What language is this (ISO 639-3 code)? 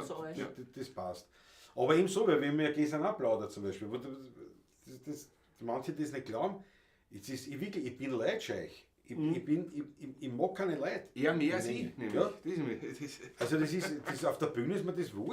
bar